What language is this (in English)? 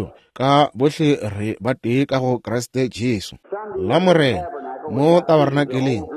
Northern Sotho